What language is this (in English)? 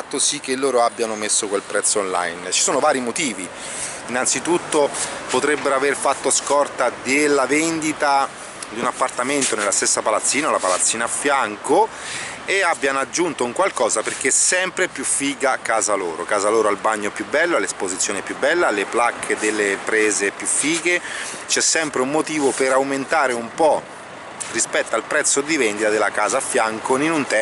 Italian